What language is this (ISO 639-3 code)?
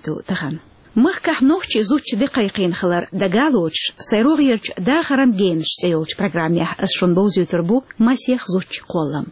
che